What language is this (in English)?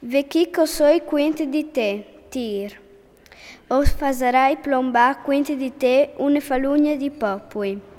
Friulian